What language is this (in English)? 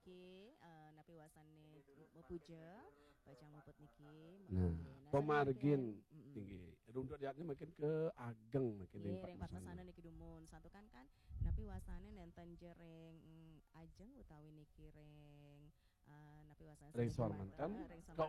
Balinese